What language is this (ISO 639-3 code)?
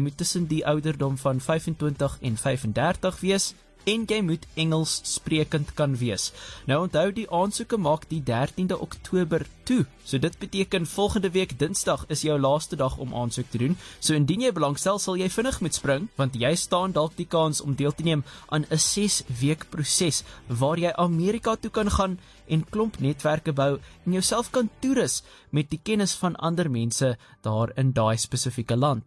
afr